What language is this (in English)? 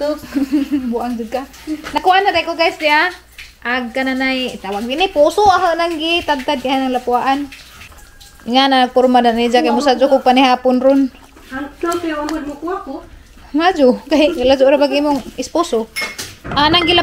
Cebuano